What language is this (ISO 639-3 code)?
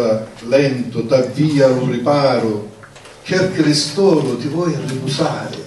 scn